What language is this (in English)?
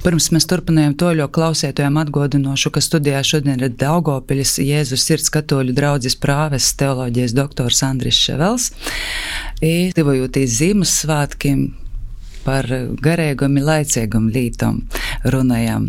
Latvian